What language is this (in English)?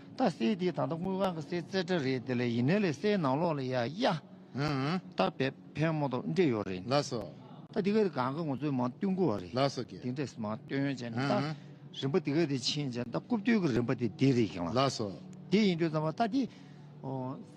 Tibetan